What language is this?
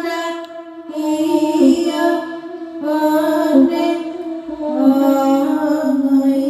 Minangkabau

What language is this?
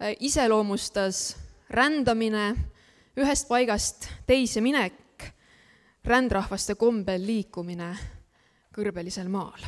Estonian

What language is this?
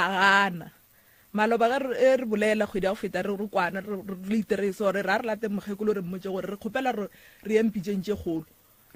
Northern Sotho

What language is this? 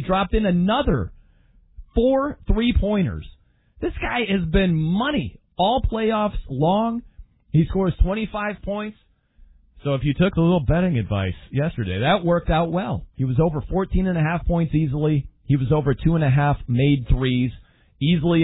English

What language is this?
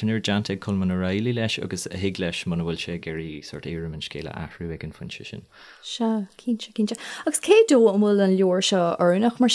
Irish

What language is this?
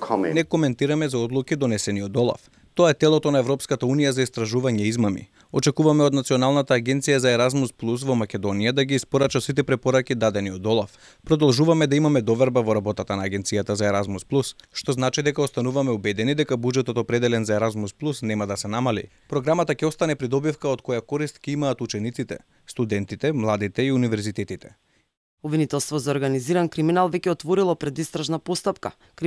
Macedonian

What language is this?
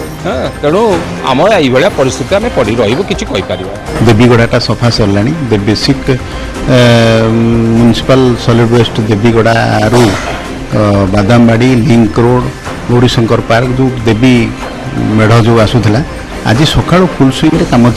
Odia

